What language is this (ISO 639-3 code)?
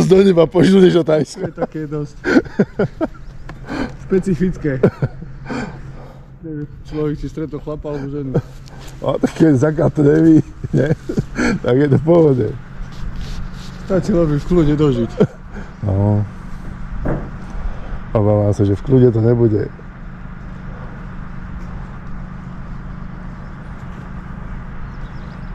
slk